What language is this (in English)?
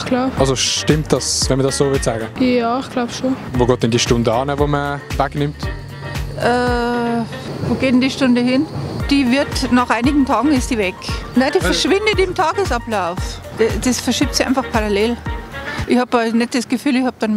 Swiss German